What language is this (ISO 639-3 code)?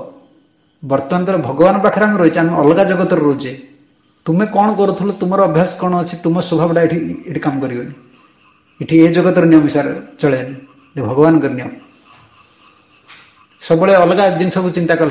ori